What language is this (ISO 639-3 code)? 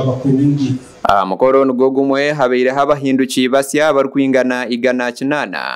nyn